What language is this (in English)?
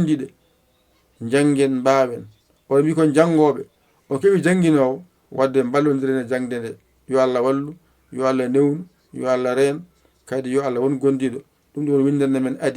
Fula